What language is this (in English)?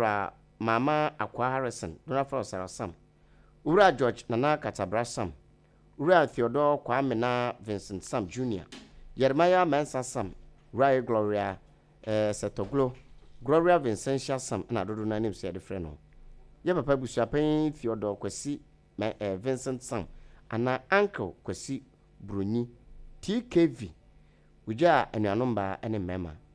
Akan